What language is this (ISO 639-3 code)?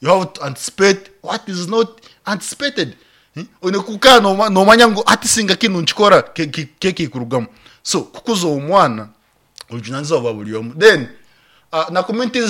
nyn